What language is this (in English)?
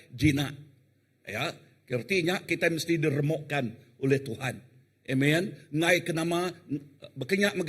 Iban